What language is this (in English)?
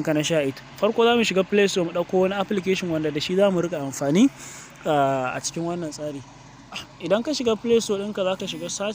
Hausa